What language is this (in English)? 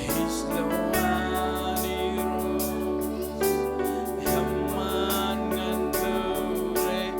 Marshallese